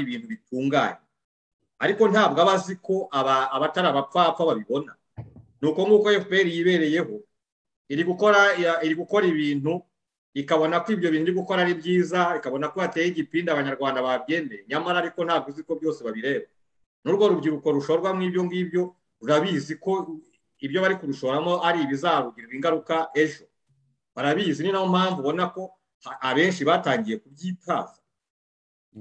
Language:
Kinyarwanda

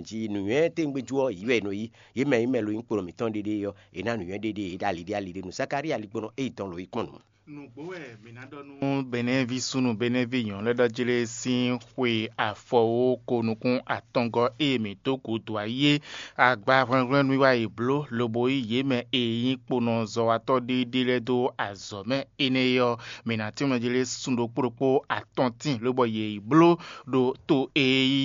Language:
Fon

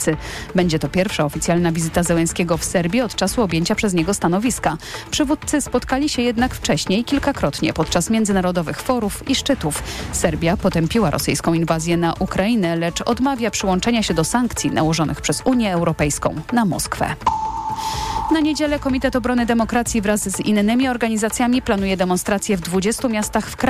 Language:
Polish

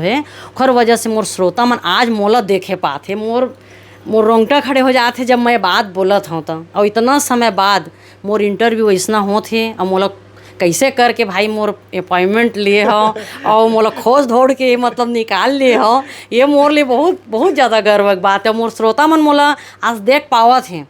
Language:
Chhattisgarhi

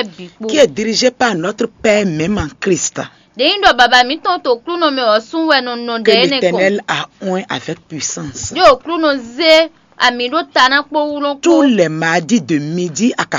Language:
Fon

